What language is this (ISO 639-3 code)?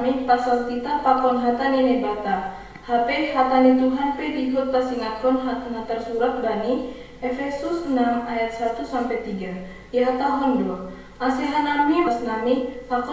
bts